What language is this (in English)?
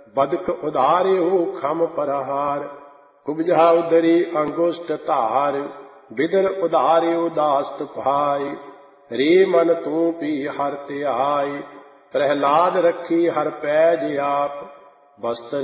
Punjabi